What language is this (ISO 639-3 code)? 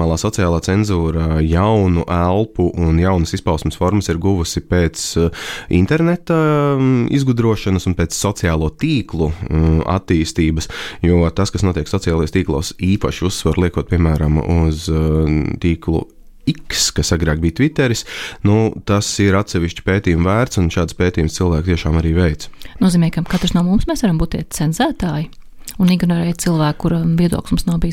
lav